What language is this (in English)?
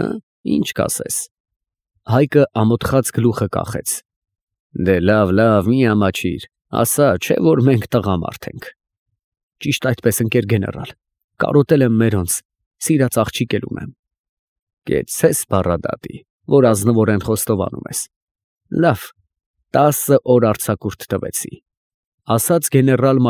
Armenian